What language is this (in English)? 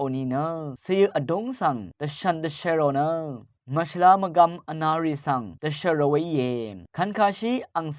Rawang